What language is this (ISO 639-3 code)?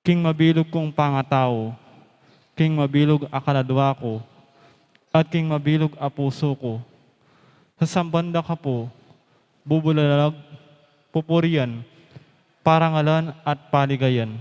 pam